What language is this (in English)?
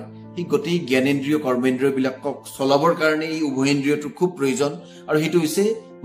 Assamese